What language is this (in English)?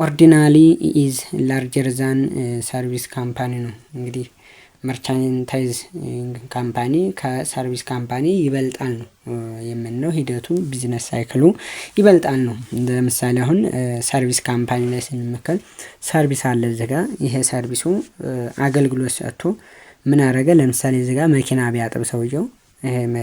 Amharic